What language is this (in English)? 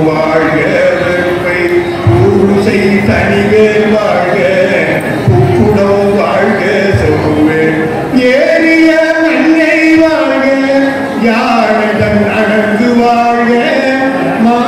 Tamil